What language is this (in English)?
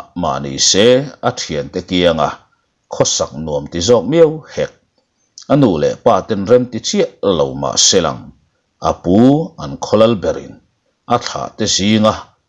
Mizo